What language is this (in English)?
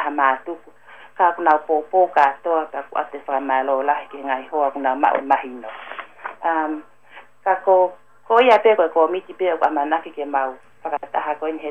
Tongan